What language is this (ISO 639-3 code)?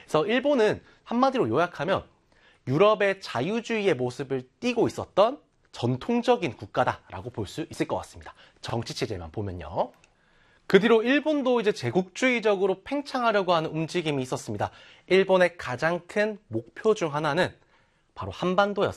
kor